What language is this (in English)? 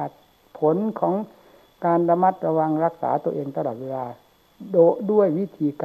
Thai